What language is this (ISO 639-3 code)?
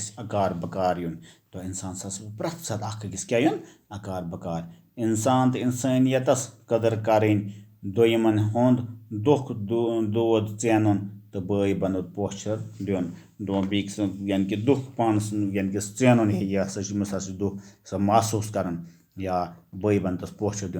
kas